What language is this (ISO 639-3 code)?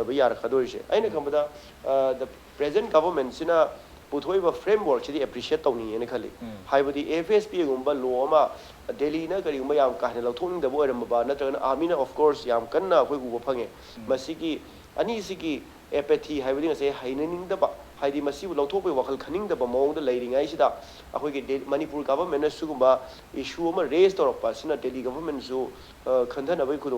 mni